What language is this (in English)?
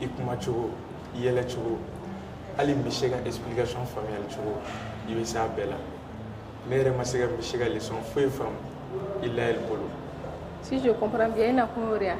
Bambara